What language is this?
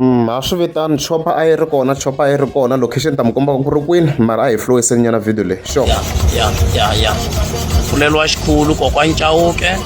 Tsonga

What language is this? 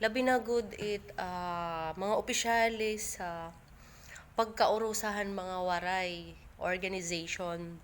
Waray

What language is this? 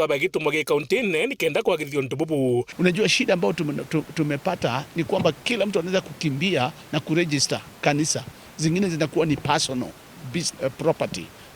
Meru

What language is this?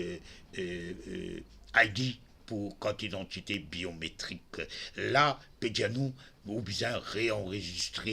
Morisyen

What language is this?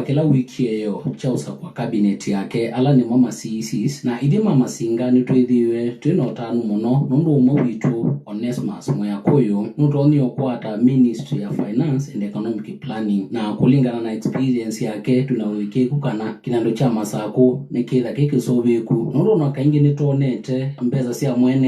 Kamba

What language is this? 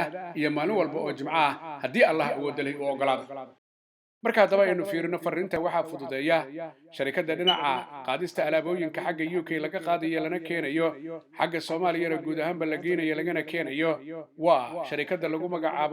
Somali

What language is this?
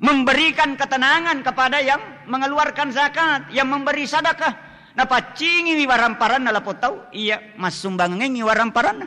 Buginese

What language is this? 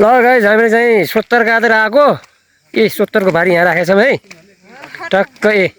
Nepali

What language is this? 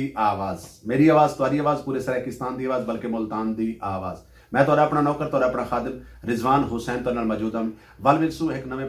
Saraiki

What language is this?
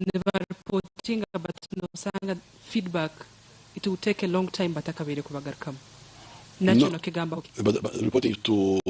Nyankole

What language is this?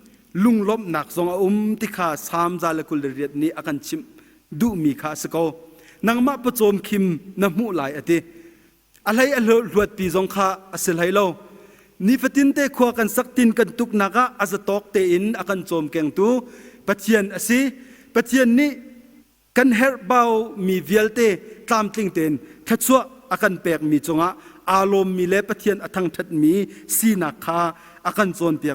Hakha Chin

